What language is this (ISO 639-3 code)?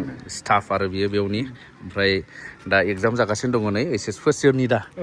brx